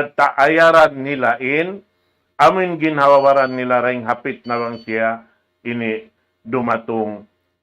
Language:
Tausug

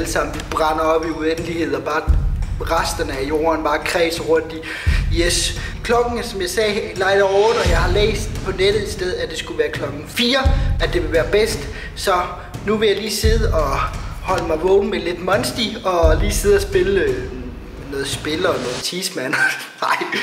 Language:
Danish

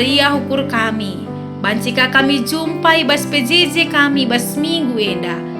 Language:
Batak Karo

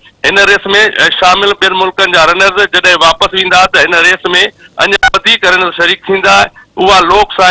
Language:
Sindhi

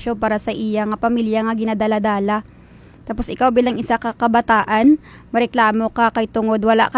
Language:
Hiligaynon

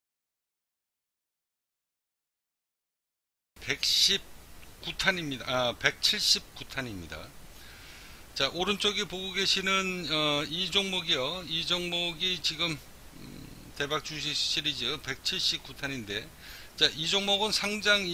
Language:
Korean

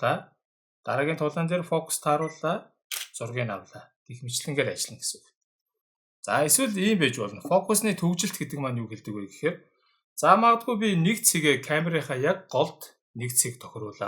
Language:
Mongolian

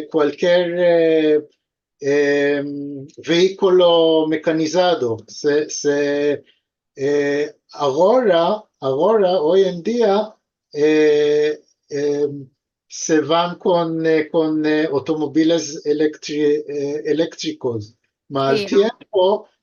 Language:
Ladino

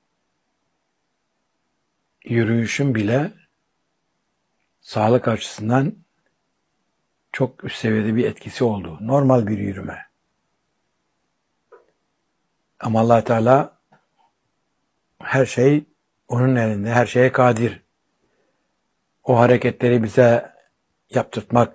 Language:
Turkish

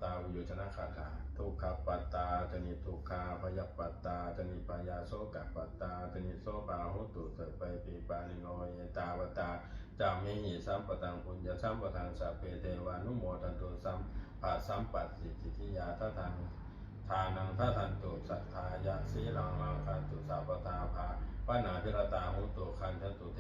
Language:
Pali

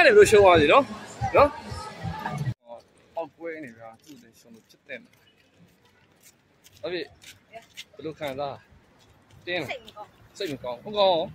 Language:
Burmese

